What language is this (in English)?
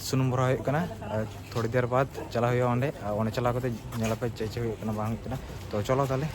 Santali